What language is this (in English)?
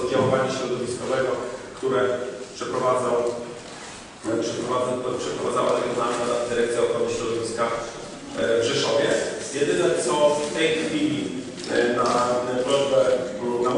Polish